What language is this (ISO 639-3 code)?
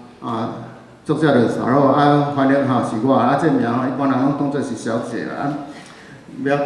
nan